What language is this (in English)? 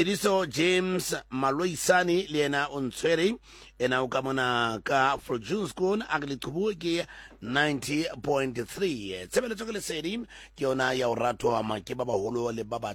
Southern Sotho